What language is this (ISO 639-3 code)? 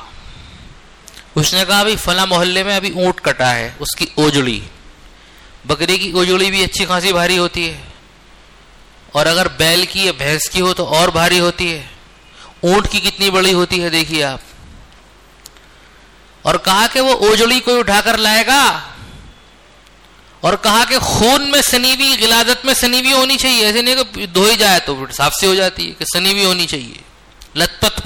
urd